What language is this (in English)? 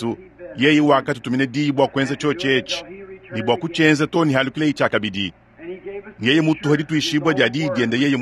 Luba-Lulua